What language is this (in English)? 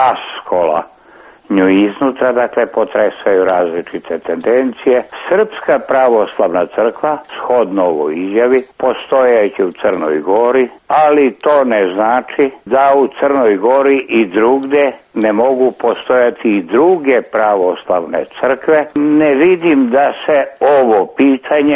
Serbian